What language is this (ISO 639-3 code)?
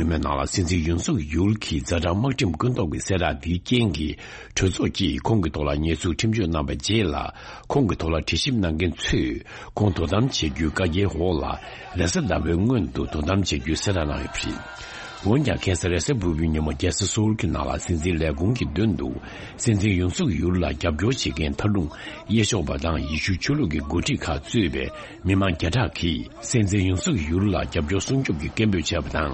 bod